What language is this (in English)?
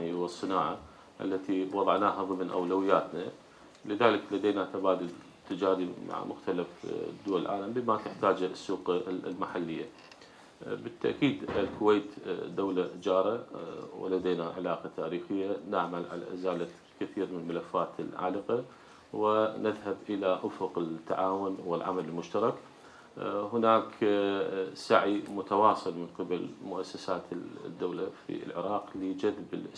Arabic